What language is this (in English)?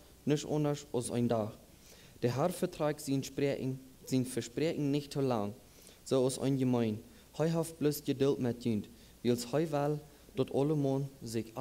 Plautdietsch